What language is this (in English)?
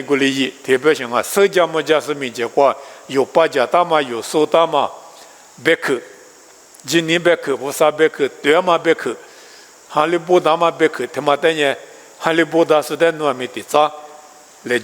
Lisu